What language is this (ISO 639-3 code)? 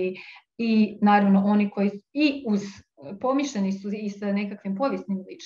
hrv